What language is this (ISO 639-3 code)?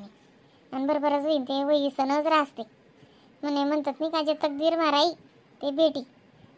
khn